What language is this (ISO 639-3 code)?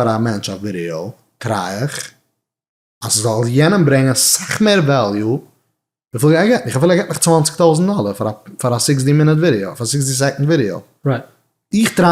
yid